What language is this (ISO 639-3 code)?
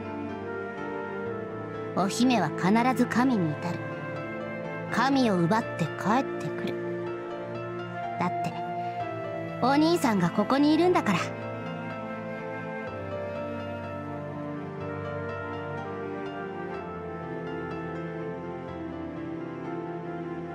jpn